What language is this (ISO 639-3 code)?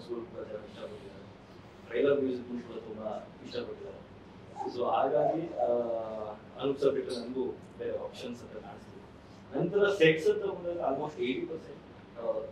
kan